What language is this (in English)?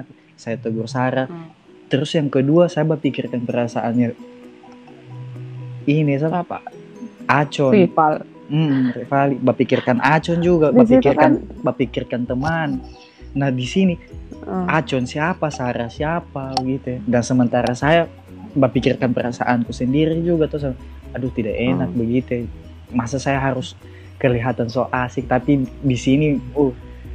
Indonesian